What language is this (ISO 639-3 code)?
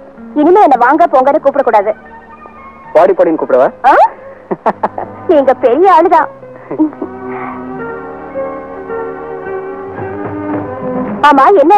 tam